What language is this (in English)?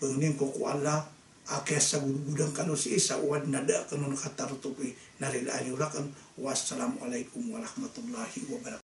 Maranao